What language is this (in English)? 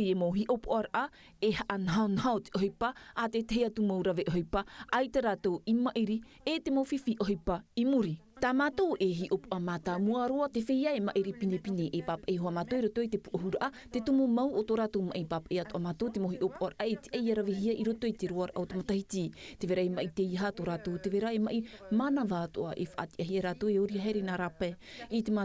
Tahitian